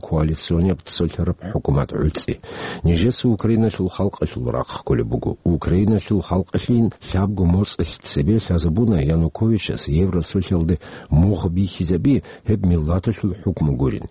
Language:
Avaric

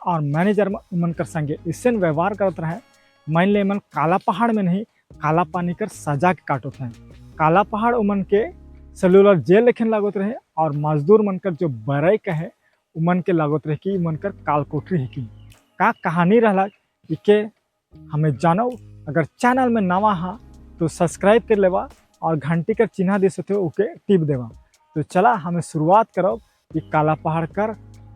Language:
Sadri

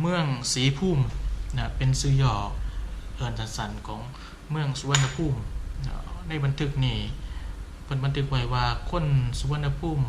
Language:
Lao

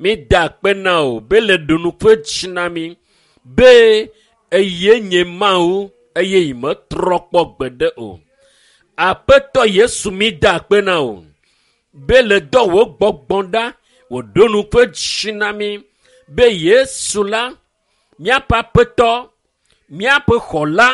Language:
Ewe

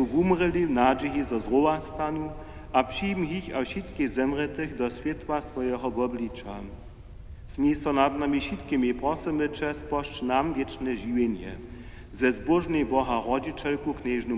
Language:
Upper Sorbian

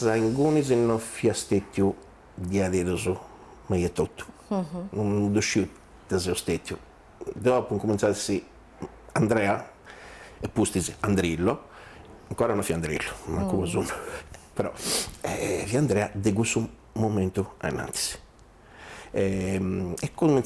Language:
Sardinian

